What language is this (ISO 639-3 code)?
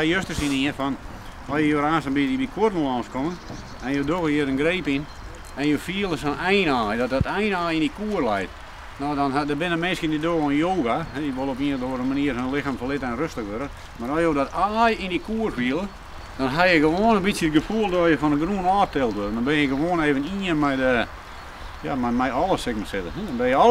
fry